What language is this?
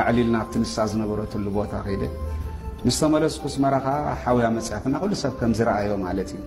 Tigrinya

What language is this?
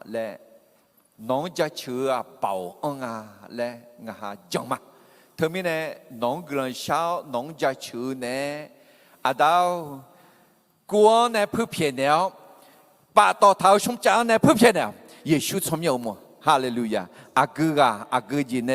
Akha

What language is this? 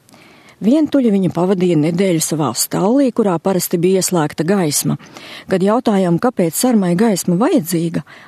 Latvian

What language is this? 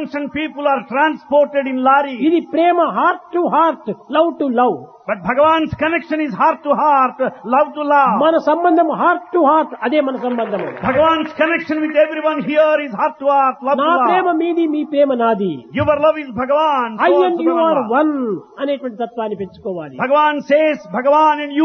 Telugu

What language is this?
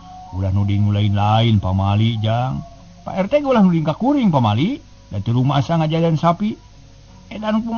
Sundanese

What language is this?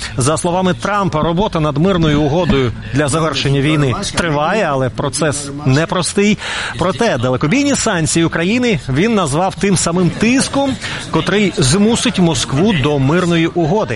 Ukrainian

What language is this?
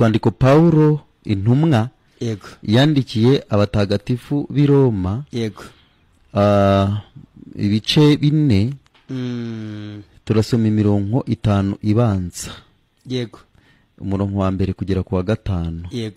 Kinyarwanda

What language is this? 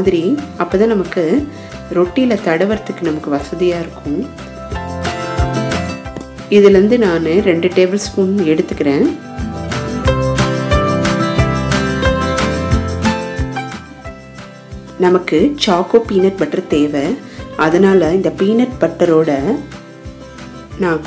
Tamil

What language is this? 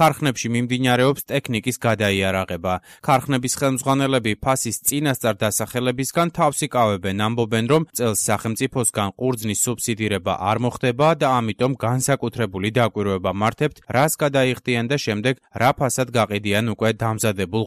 Georgian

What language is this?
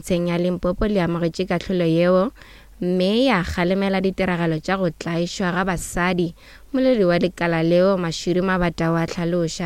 Northern Sotho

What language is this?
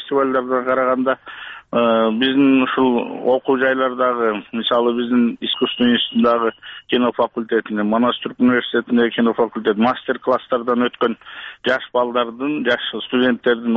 Kyrgyz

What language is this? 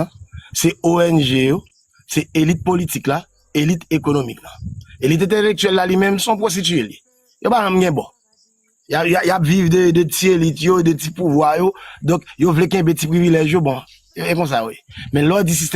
Haitian Creole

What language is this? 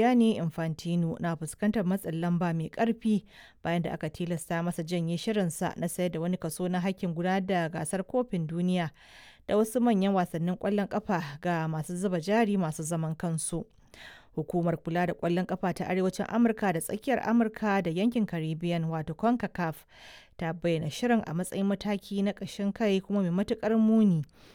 Hausa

